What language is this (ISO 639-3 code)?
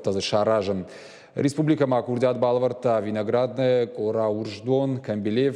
oss